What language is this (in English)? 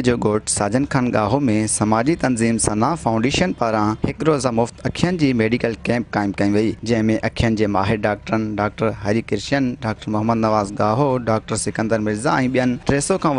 Sindhi